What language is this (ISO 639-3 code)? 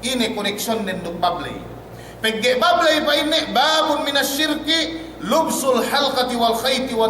yka